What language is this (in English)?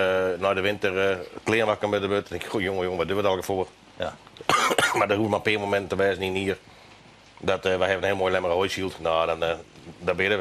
Western Frisian